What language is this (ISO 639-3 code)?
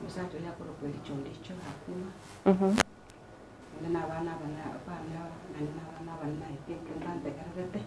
guz